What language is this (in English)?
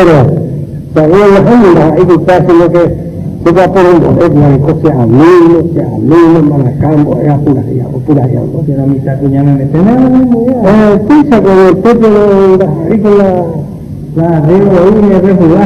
Guarani